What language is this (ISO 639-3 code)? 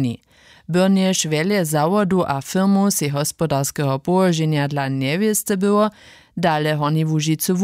hsb